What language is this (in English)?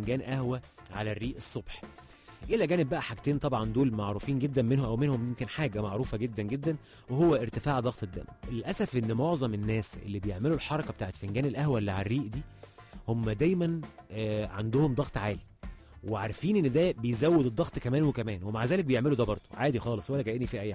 Egyptian Arabic